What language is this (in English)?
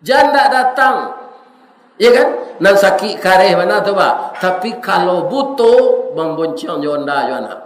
Minangkabau